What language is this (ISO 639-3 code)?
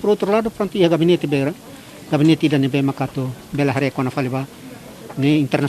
tet